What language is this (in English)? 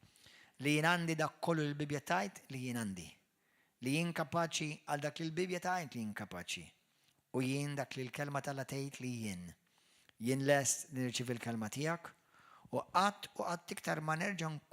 Maltese